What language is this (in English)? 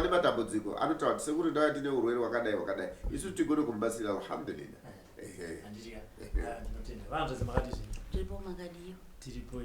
Shona